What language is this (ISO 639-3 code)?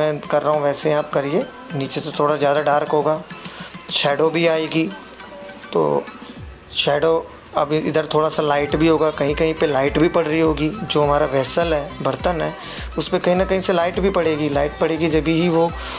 hin